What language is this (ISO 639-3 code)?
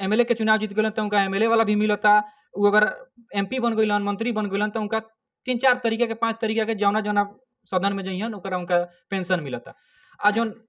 bho